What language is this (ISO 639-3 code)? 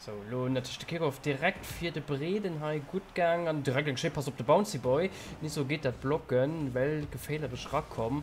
ltz